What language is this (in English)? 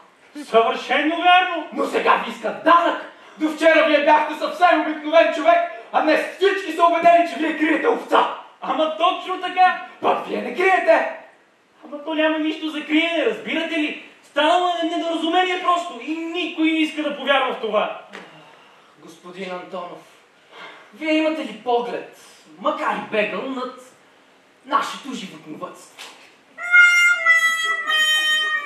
Bulgarian